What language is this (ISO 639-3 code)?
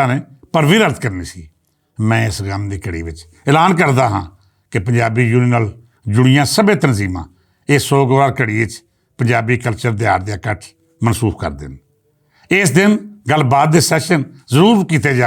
lah